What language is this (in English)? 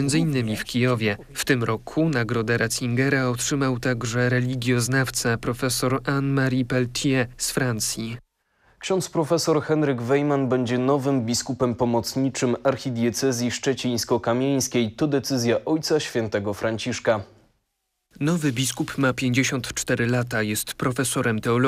Polish